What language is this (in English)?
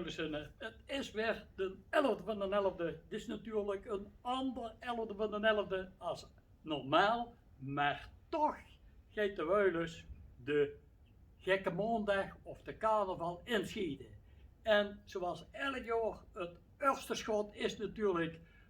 Limburgish